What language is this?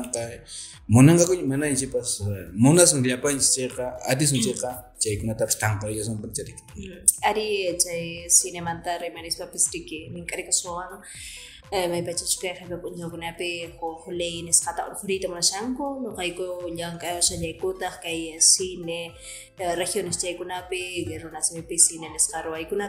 Quechua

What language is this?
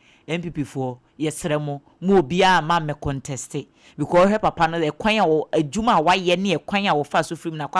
Akan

